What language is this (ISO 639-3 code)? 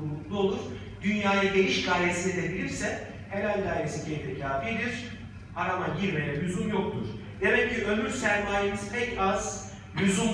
tur